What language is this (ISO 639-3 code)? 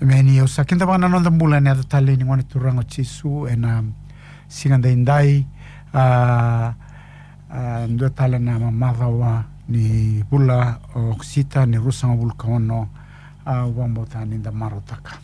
fij